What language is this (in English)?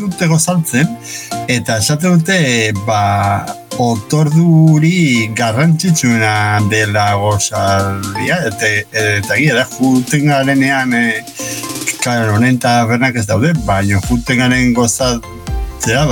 Basque